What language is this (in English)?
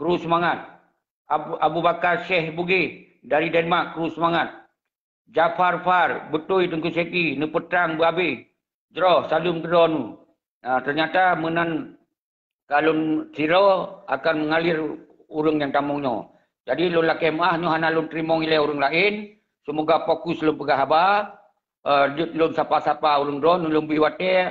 Achinese